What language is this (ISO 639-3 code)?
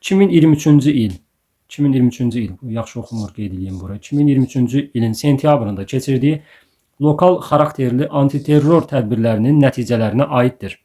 aze